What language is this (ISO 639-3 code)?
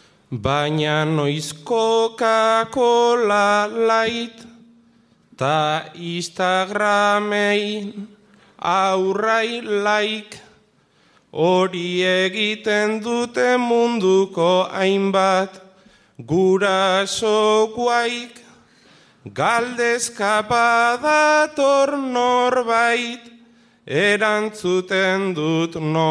eus